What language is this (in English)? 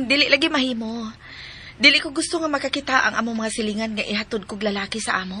Cebuano